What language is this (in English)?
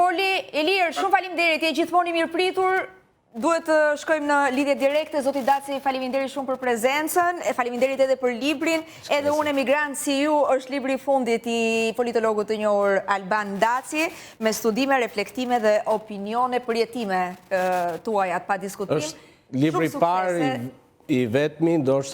Albanian